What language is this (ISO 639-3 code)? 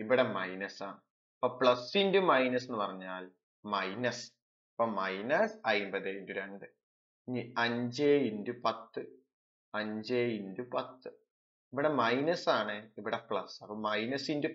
mal